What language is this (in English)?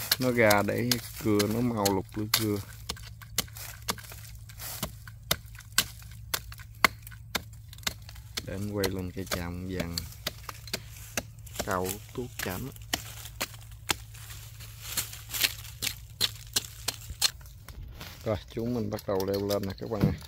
Vietnamese